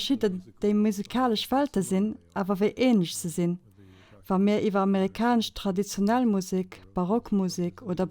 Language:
Luxembourgish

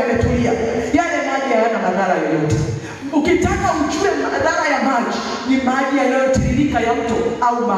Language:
Swahili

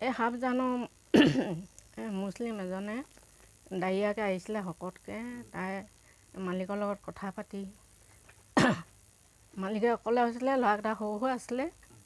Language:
Assamese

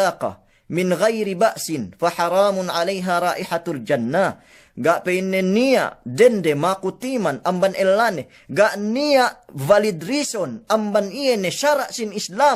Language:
Yakan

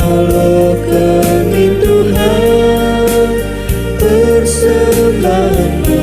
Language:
Batak Karo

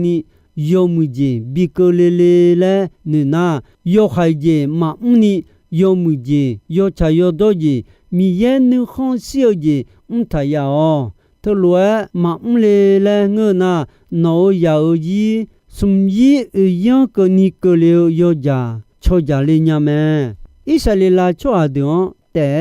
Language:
Akha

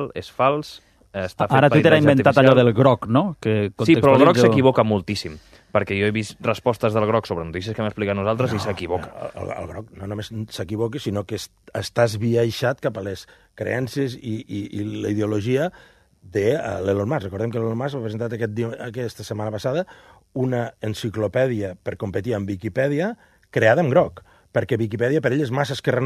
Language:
Catalan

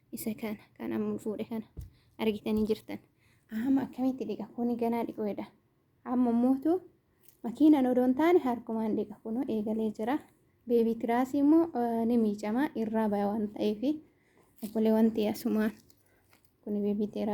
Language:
Oromo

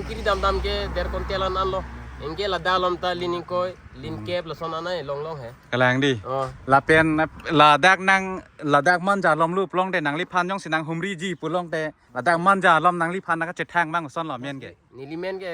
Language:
Karbi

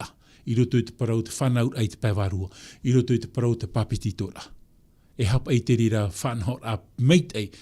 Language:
Tahitian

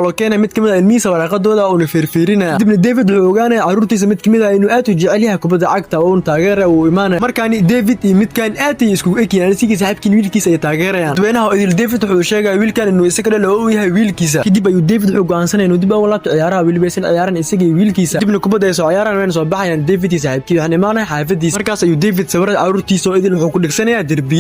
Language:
Somali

